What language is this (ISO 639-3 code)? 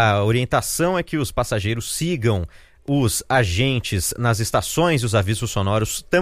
por